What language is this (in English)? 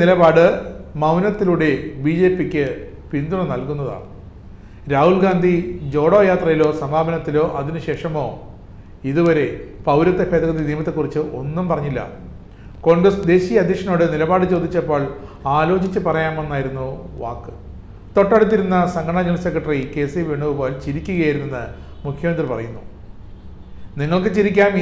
Malayalam